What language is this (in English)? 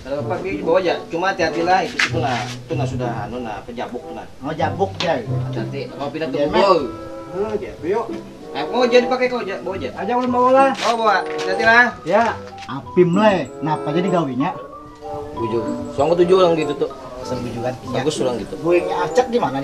Banjar